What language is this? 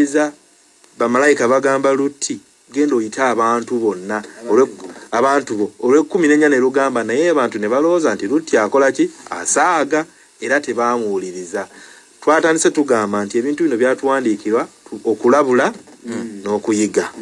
Ganda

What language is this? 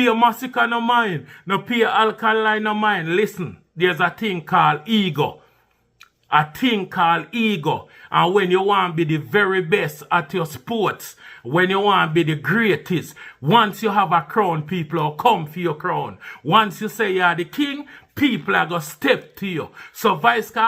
Jamaican Creole English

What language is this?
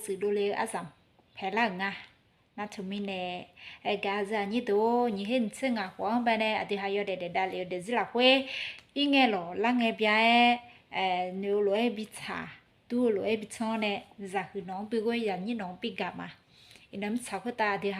Akha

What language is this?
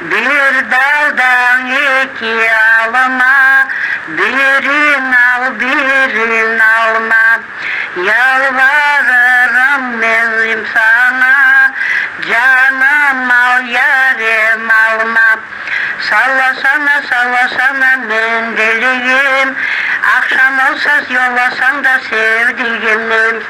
Crimean Tatar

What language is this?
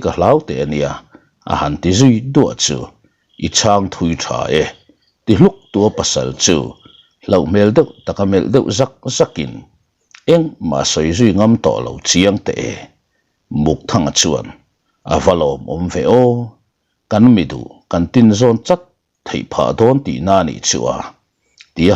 Mizo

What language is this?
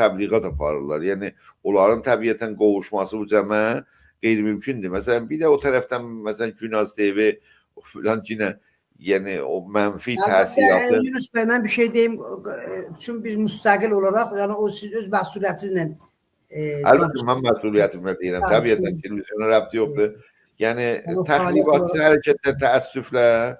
South Azerbaijani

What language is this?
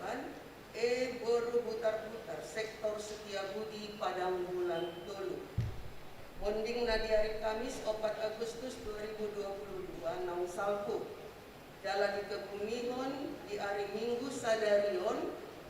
Batak Toba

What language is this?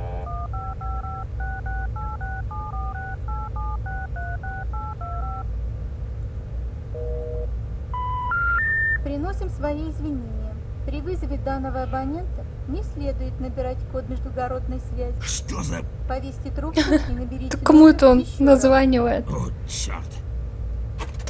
Russian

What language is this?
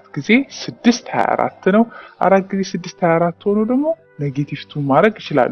Amharic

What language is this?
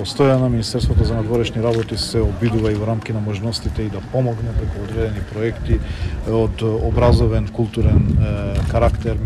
Macedonian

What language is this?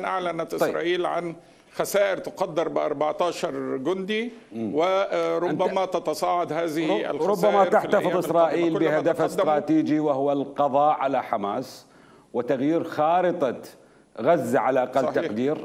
Mesopotamian Arabic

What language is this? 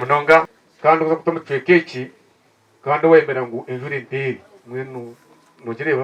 Nyankole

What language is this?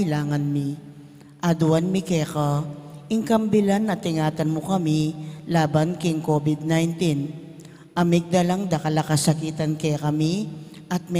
Pampanga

